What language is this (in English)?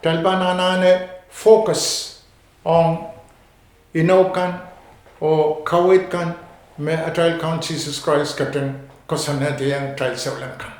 Pohnpeian